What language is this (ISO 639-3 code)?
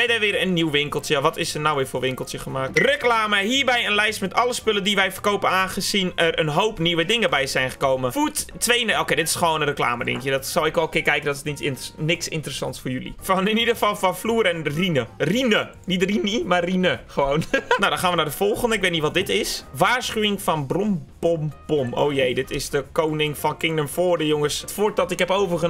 nld